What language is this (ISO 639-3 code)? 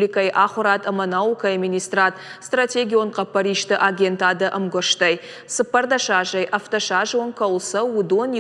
oss